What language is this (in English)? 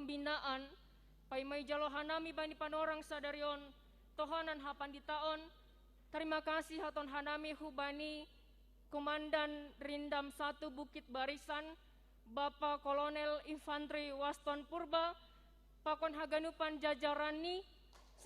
Batak Simalungun